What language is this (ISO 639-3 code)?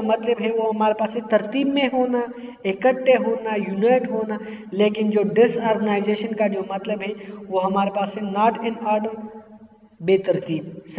urd